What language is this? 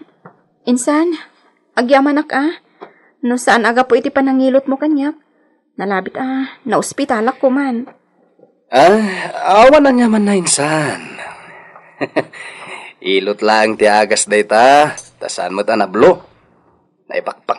Iloko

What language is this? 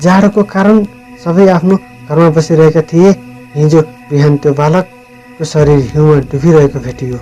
Nepali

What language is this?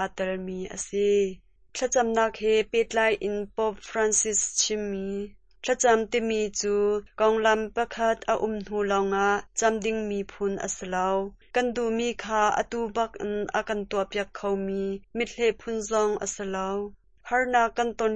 Hakha Chin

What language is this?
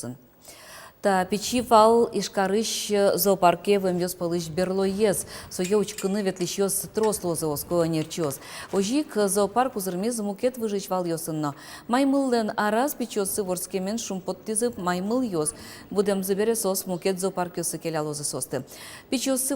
Udmurt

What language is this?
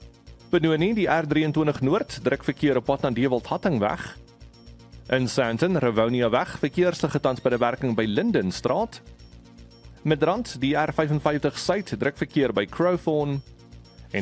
Afrikaans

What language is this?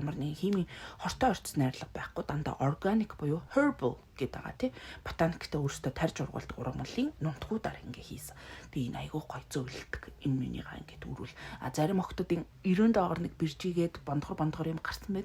Mongolian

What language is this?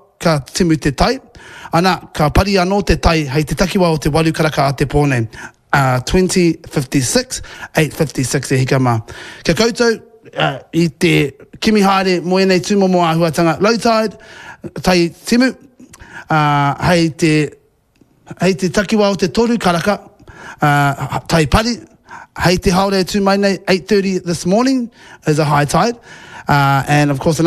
Māori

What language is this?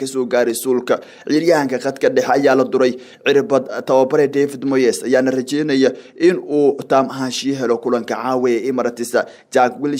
Somali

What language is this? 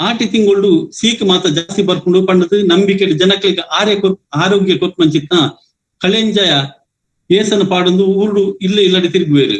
Tulu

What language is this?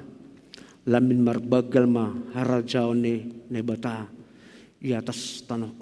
Batak Simalungun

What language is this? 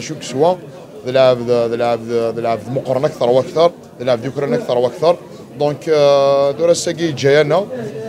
Algerian Arabic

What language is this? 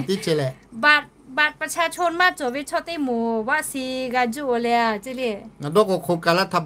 Lahu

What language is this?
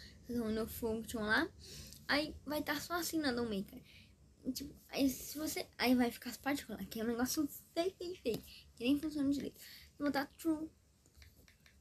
Portuguese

